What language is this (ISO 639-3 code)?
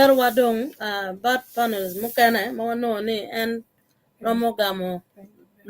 ach